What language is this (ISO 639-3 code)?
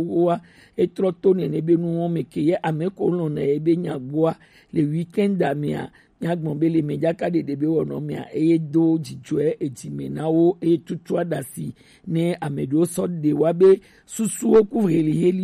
gej